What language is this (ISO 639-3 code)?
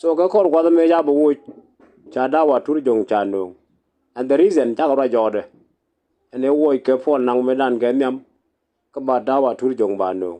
nus